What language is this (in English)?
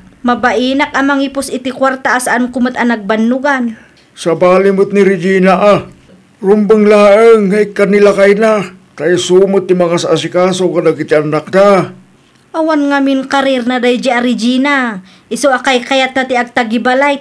Iloko